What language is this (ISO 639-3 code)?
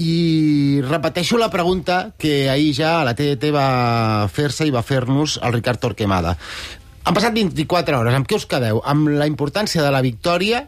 cat